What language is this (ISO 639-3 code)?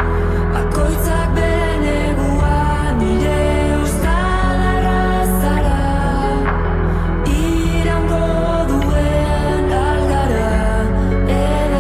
eus